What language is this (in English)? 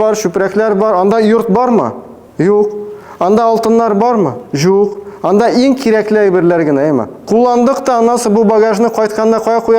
Tatar